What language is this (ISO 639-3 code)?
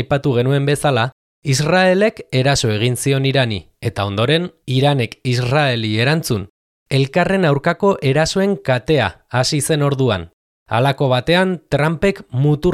eus